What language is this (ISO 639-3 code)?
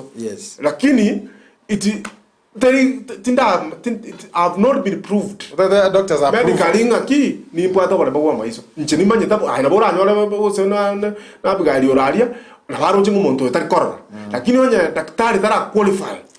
guz